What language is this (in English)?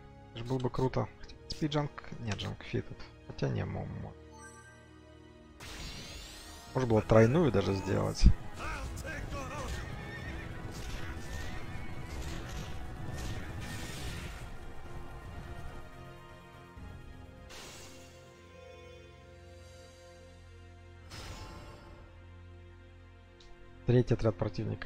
Russian